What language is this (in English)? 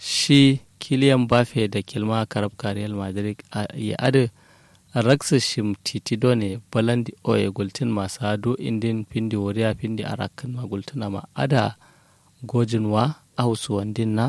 Kanuri